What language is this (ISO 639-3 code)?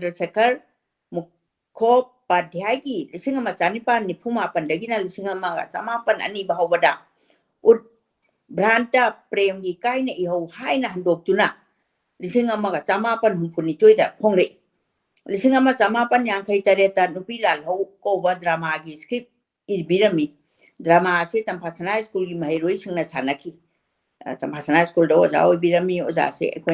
mni